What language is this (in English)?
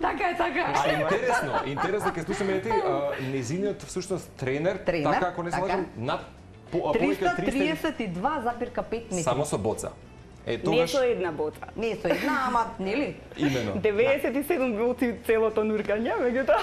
Macedonian